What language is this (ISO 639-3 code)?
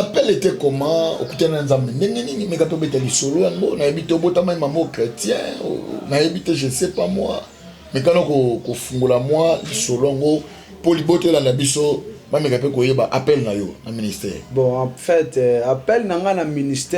lin